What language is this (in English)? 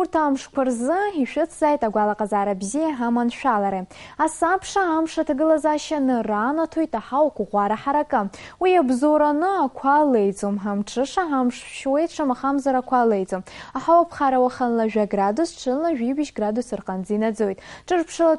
Abkhazian